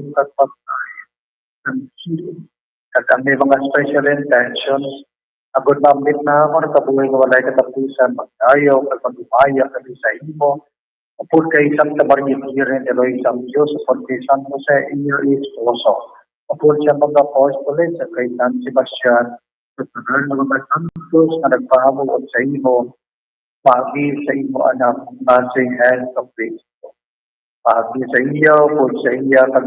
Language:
Hiligaynon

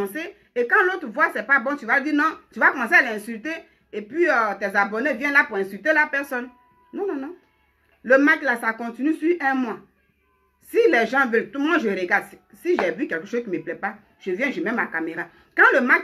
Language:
French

